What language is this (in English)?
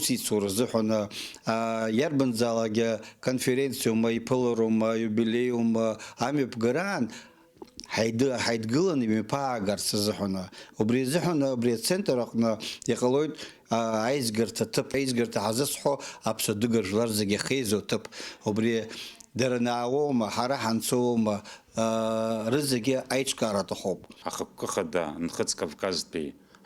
Abkhazian